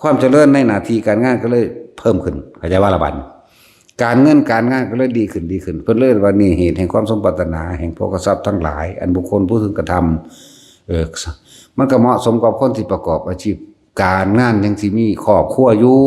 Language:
Lao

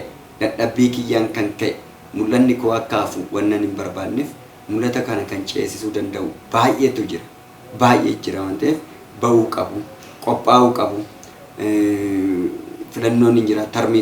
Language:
Oromo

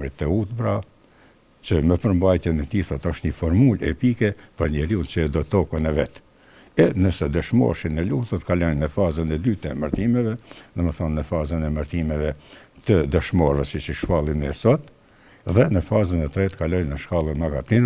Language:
Albanian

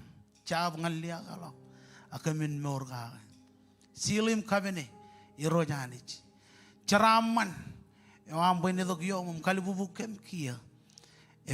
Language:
Marshallese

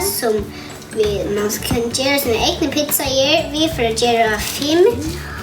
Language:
Faroese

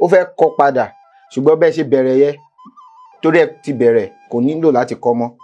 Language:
Yoruba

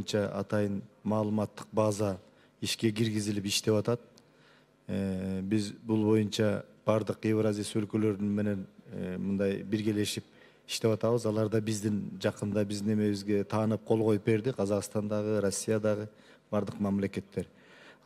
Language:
Kyrgyz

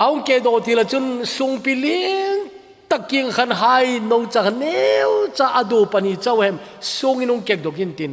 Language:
Thado Chin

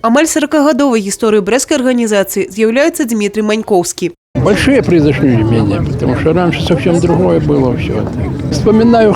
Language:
Belarusian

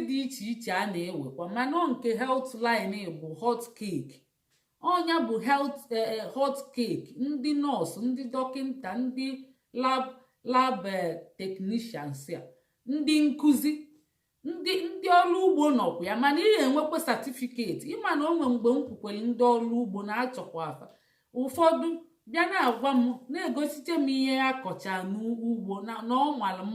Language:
Igbo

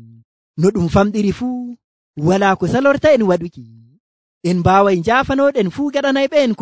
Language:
Nigerian Fulfulde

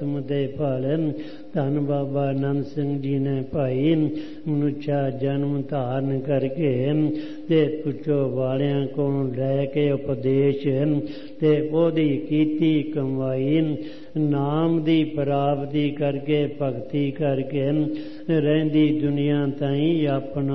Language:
Punjabi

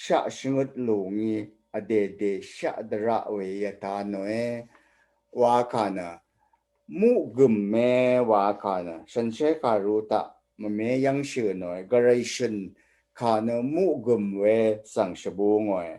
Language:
Rawang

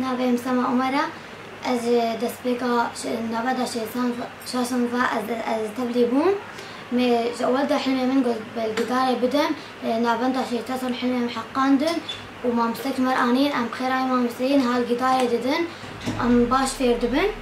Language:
Kurdish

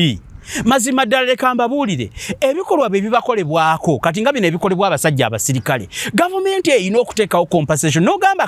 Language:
Ganda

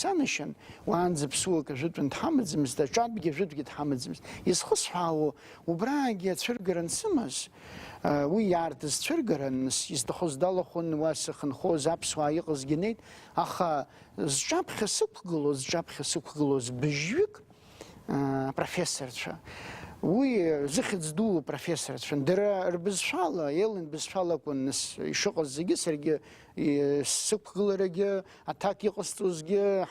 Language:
Abkhazian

